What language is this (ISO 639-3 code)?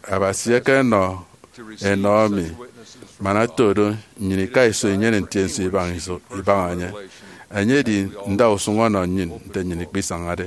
efi